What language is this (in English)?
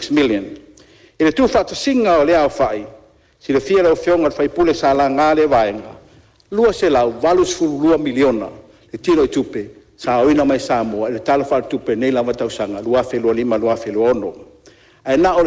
Samoan